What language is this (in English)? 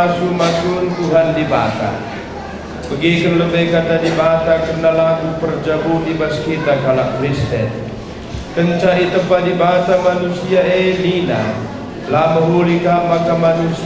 Batak Karo